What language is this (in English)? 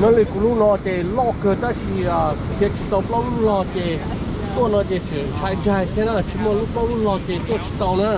Hmong